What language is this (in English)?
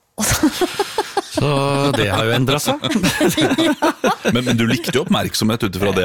Norwegian